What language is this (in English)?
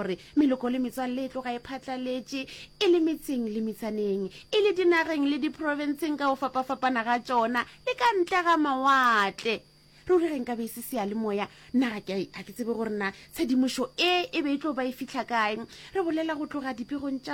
Northern Sotho